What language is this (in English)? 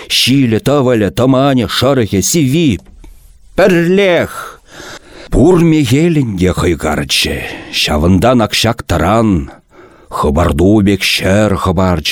Chuvash